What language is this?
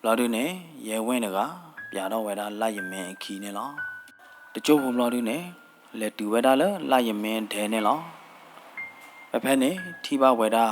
S'gaw Karen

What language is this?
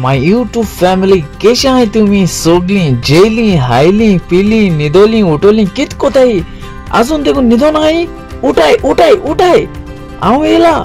Konkani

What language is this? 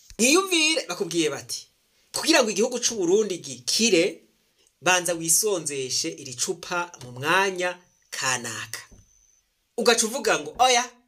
Rundi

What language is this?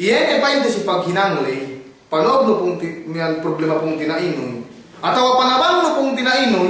Yakan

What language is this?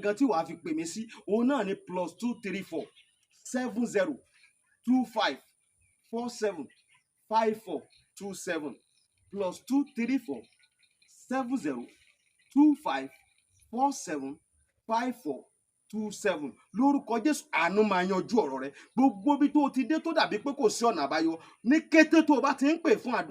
Yoruba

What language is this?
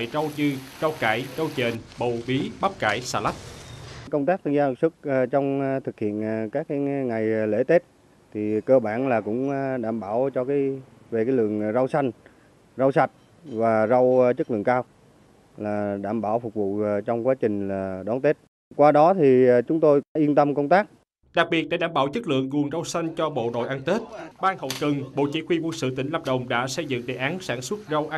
Vietnamese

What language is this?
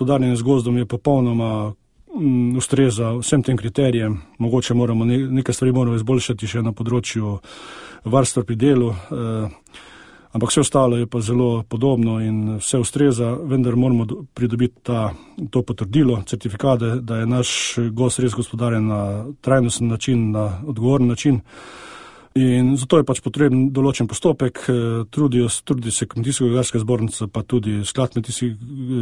Slovenian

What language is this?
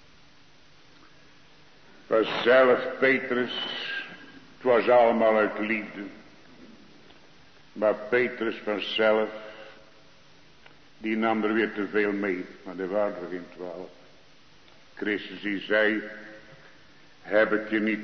Dutch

